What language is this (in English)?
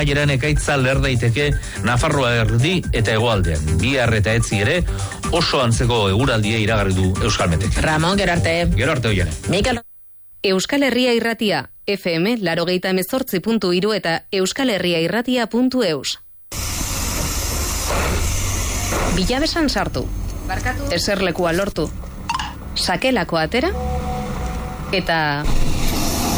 Basque